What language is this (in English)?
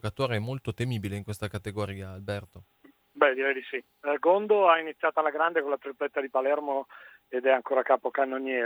Italian